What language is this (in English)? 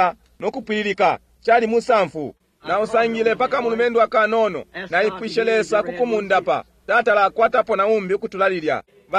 Bemba